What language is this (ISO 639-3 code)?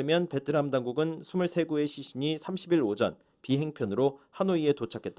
kor